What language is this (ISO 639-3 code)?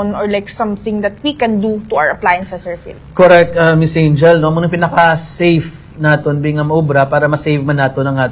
hil